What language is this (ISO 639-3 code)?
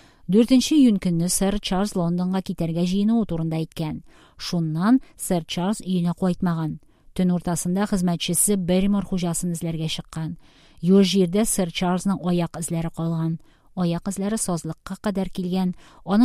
tat